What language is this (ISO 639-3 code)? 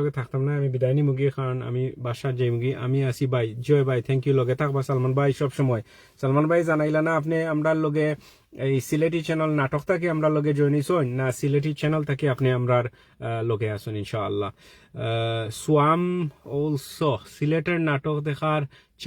syl